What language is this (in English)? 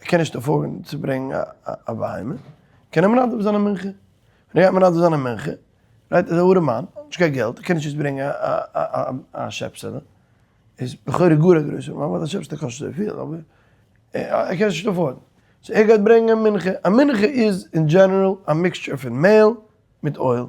Yiddish